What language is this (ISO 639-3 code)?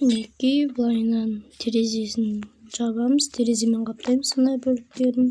kaz